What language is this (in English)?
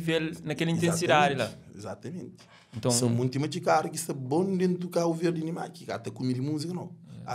Kabuverdianu